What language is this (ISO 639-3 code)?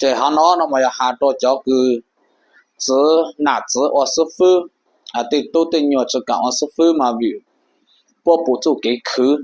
hmn